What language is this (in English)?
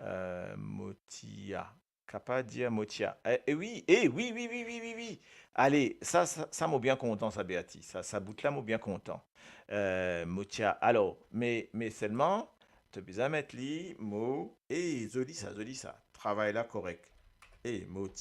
Morisyen